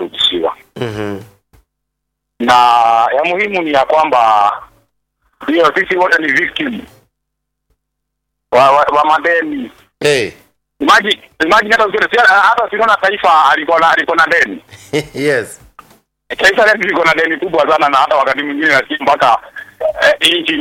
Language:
Swahili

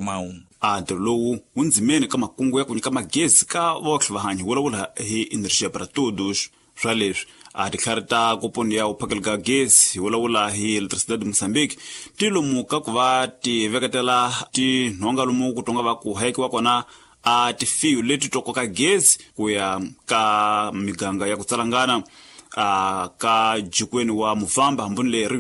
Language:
Tsonga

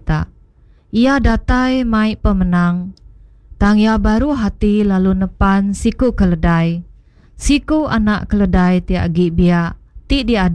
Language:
Iban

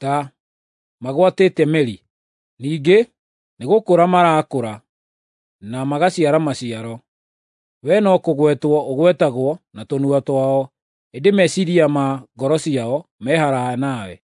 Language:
Kikuyu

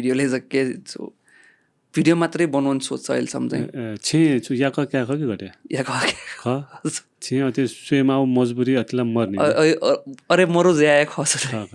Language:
Newari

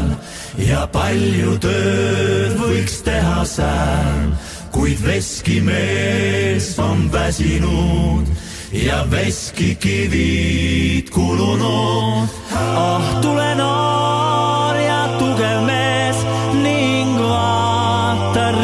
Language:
Estonian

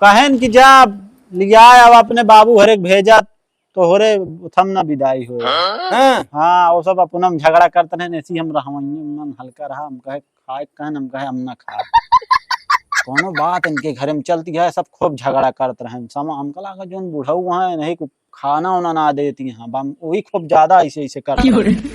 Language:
Awadhi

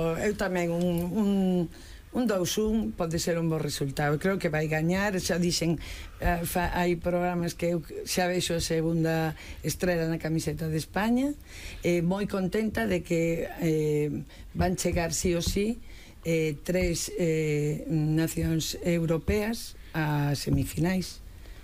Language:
Galician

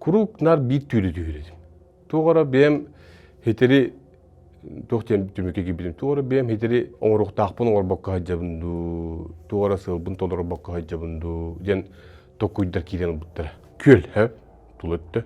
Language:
Yakut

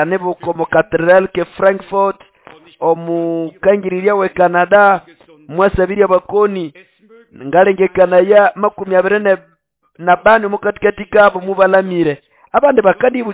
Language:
Nande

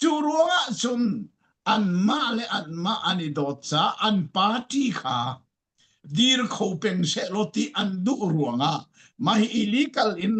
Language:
Falam Chin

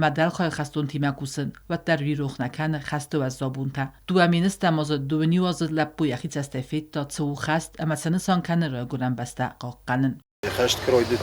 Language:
Ossetic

